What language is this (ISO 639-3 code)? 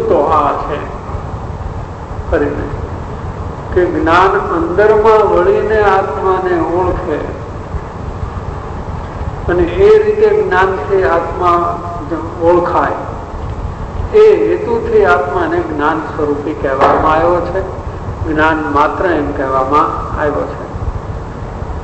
guj